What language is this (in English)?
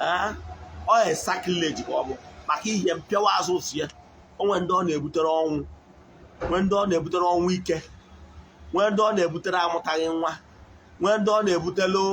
Igbo